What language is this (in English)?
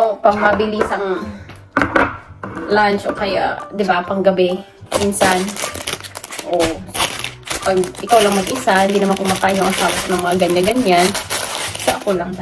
Filipino